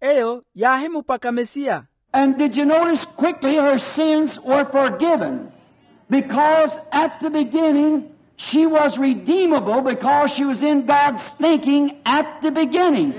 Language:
Makhuwa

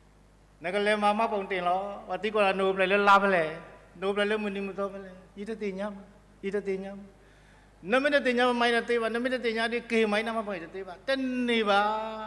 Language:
S'gaw Karen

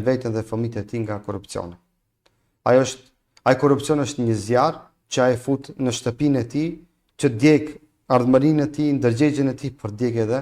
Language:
Albanian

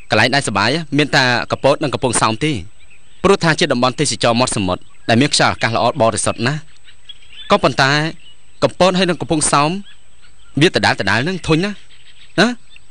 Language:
Khmer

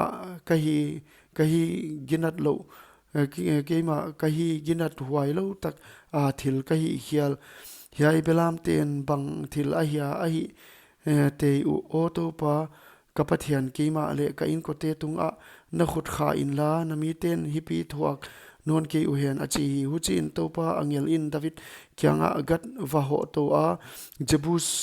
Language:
Paite Chin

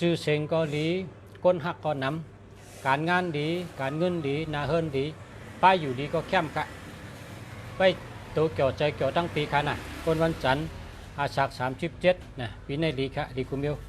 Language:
Shan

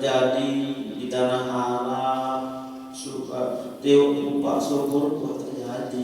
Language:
Sasak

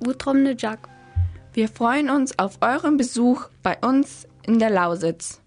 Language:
Upper Sorbian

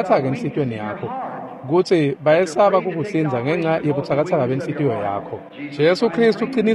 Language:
Swati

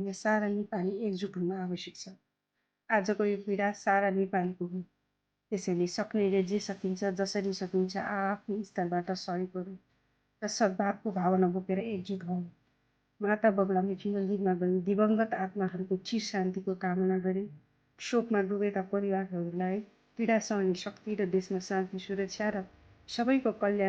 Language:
Nepali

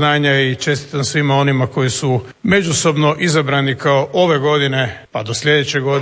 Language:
Croatian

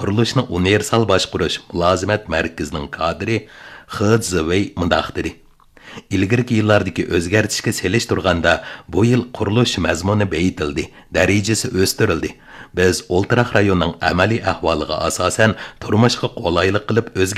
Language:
Uyghur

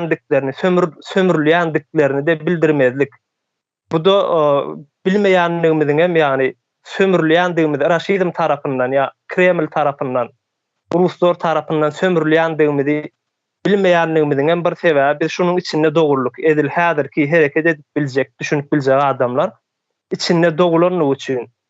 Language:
Turkmen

